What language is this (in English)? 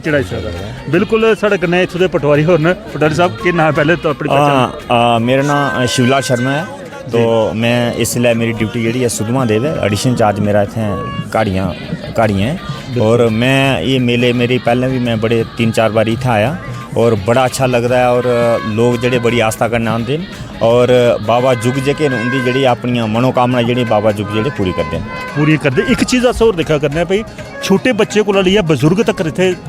Dogri